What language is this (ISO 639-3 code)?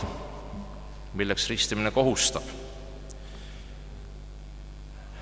est